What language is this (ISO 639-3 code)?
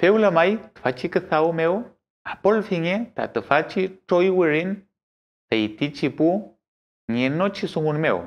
arn